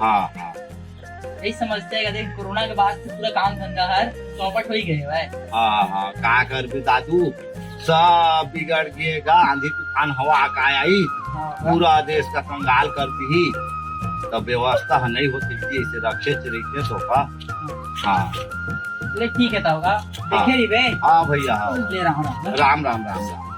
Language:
Chhattisgarhi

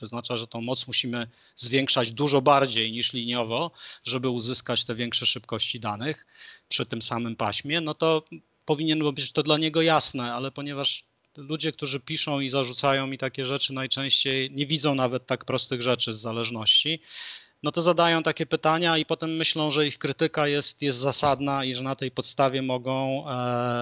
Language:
Polish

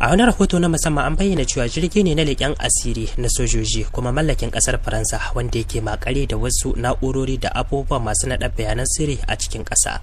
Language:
Hausa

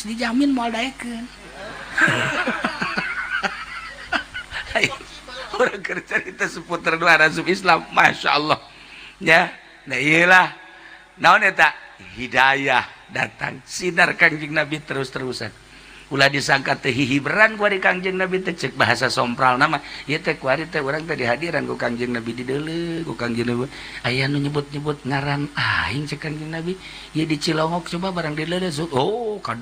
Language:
Sundanese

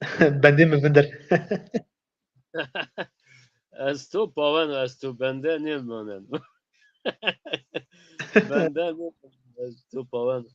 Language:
Zaza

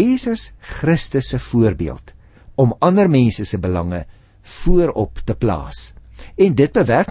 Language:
Afrikaans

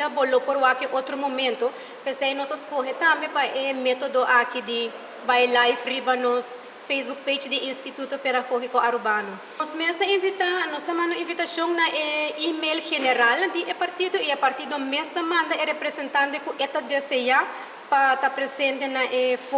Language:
Papiamento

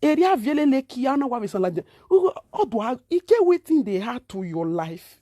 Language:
Nigerian Pidgin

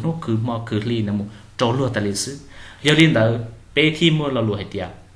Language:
Hmong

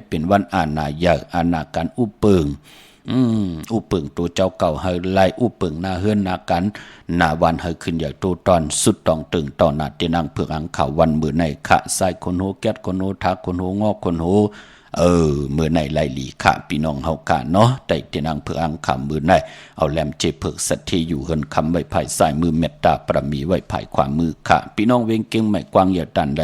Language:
Shan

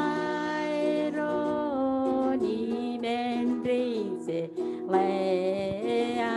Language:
Marshallese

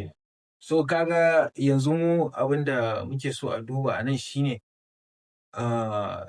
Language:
Hausa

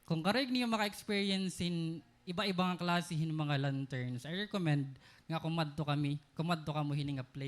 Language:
Waray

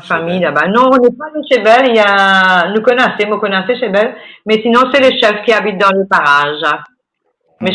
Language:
Morisyen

